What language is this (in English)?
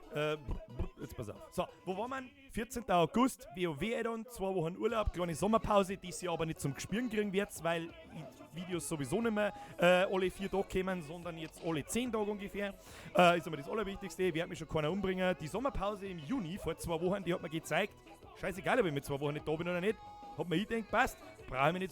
Bavarian